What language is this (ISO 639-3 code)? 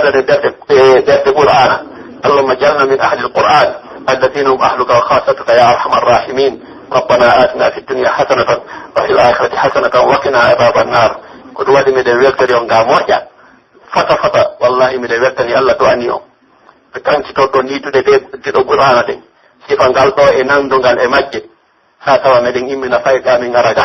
fuf